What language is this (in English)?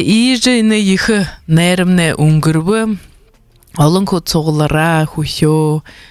Buriat